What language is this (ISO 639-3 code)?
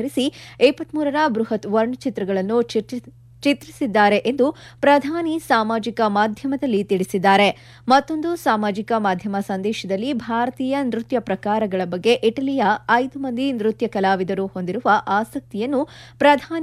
kan